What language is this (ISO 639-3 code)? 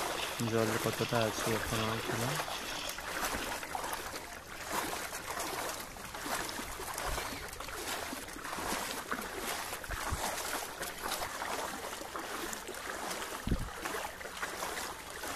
ben